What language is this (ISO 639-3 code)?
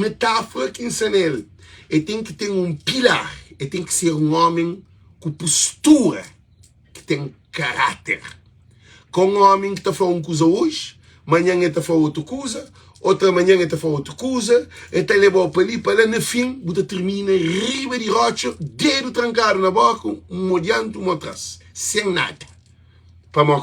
kea